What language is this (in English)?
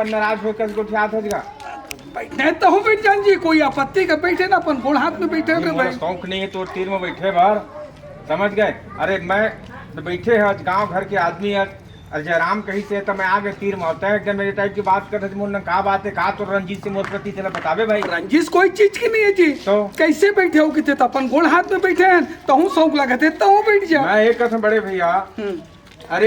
Chhattisgarhi